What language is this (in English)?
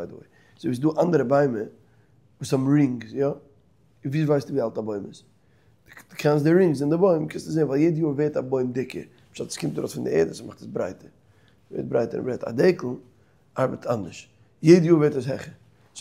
Yiddish